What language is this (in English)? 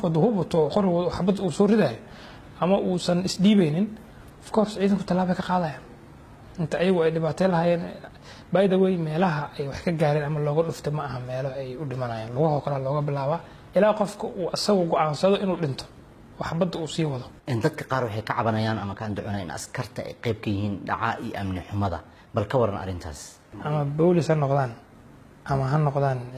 Somali